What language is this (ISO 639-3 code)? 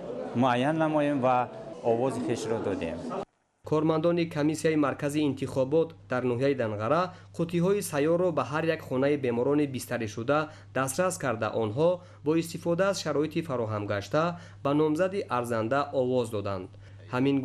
tgk